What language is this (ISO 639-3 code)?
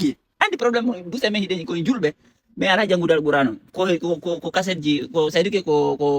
ful